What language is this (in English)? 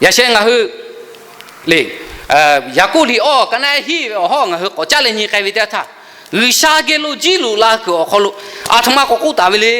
Lahu